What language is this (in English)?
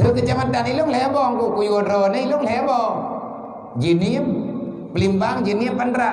Achinese